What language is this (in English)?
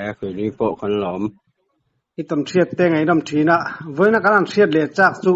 Mizo